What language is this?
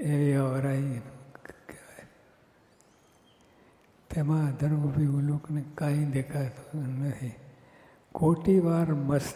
Gujarati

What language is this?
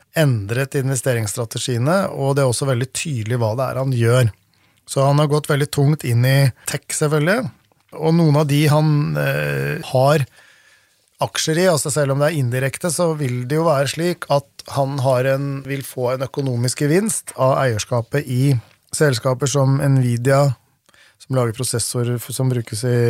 Norwegian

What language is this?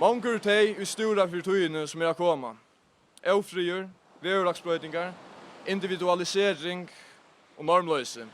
Faroese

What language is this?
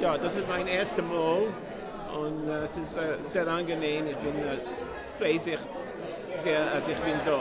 Yiddish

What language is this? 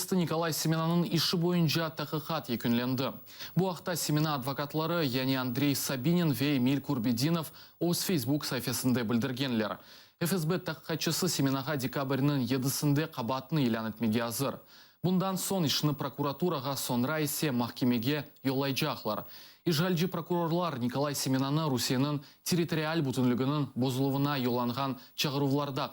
Crimean Tatar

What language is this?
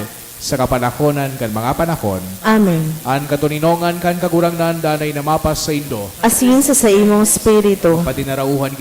Bikol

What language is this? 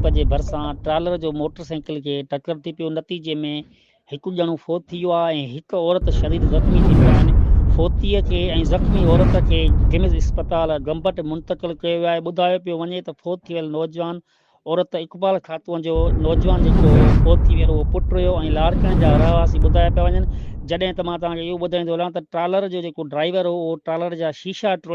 Sindhi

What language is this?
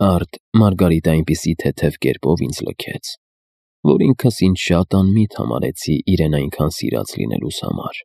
Armenian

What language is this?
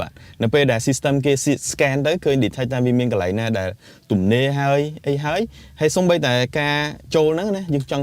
Khmer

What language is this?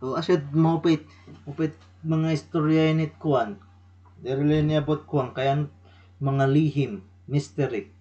Waray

